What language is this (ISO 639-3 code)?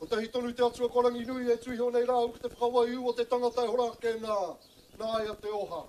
mri